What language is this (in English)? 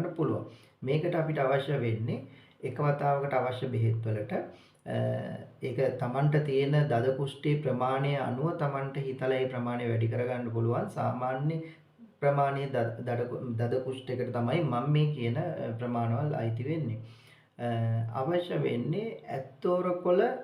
Sinhala